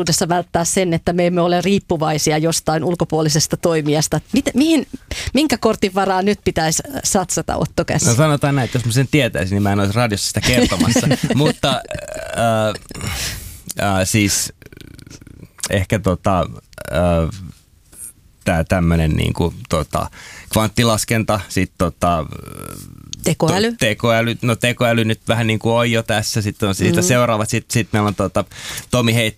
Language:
Finnish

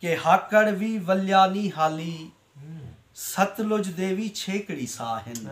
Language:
Saraiki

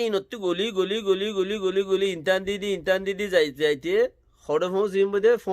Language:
Rohingya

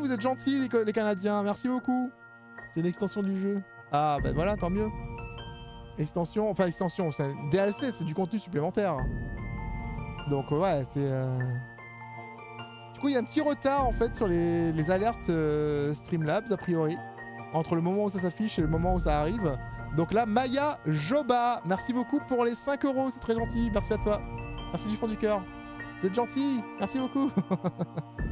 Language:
French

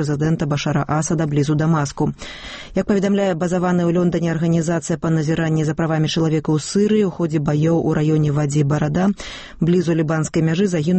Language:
Belarusian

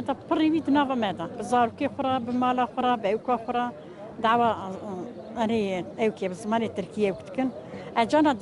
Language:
Kurdish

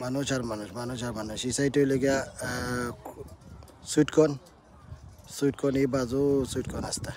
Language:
Sylheti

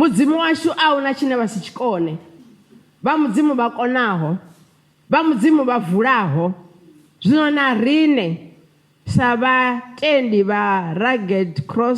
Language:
Venda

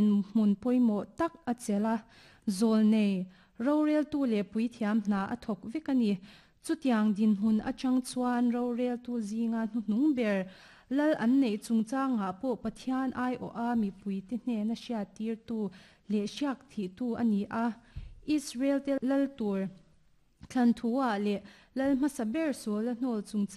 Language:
Mizo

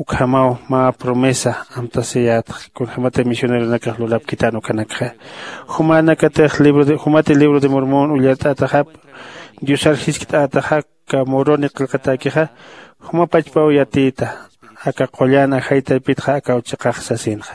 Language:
Aymara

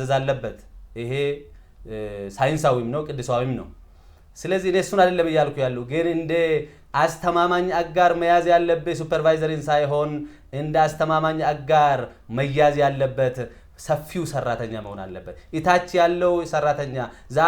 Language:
Amharic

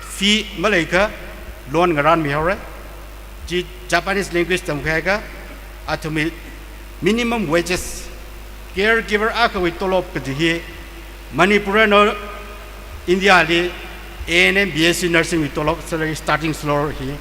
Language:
Tangkhul Naga (India)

